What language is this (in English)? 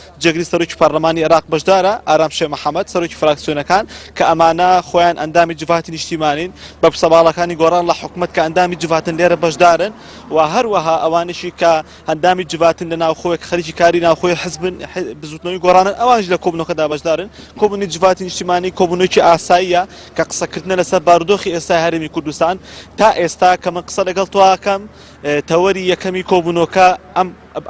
Central Kurdish